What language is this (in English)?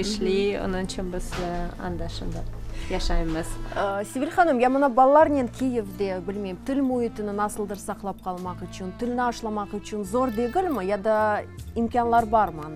Crimean Tatar